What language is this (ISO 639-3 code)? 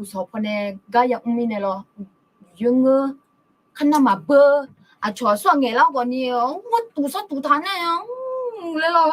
ahk